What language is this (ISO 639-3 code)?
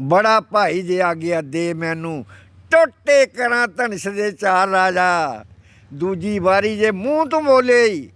doi